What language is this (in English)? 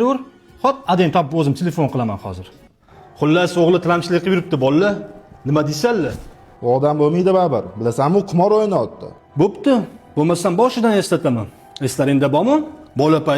Uzbek